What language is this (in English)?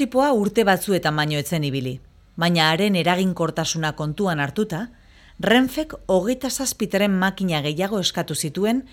Basque